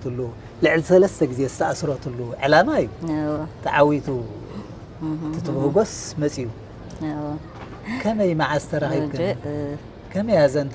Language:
Tigrinya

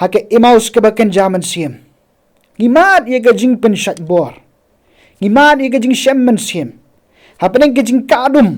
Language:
Khasi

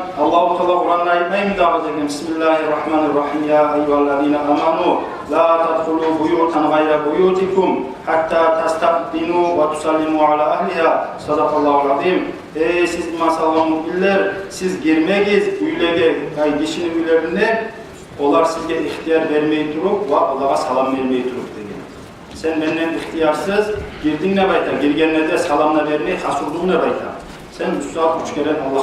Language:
Kumyk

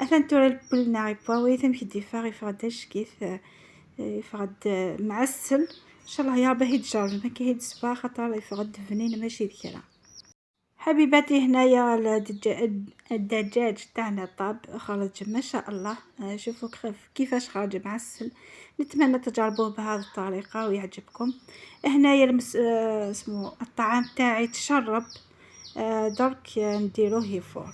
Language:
Kabyle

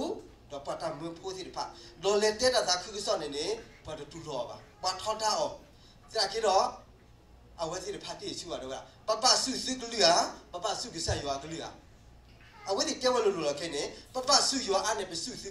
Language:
S'gaw Karen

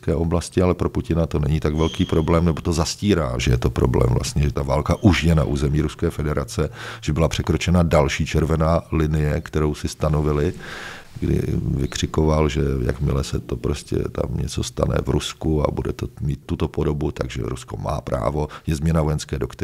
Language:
Czech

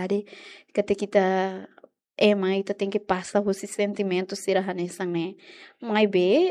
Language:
Tetum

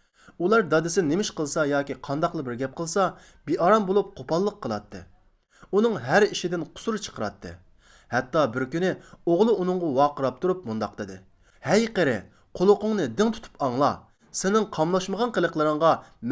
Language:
Uyghur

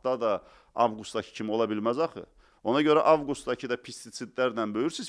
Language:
Azerbaijani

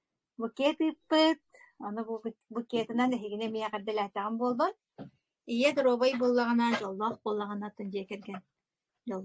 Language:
Yakut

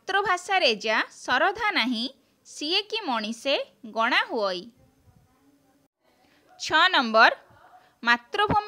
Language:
Odia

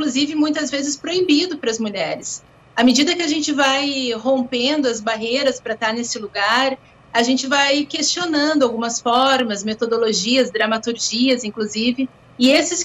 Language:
Portuguese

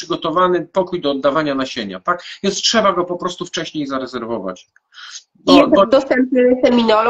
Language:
Polish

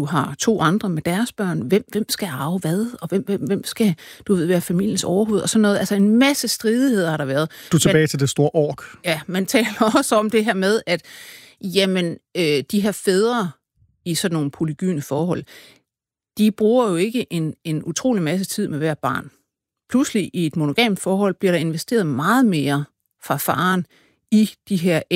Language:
Danish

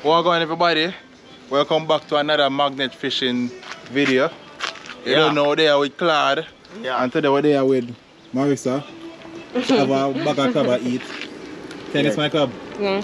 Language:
Jamaican Creole English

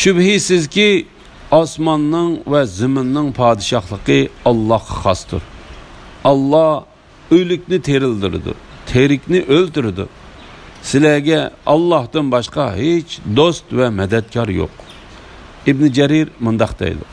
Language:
Uyghur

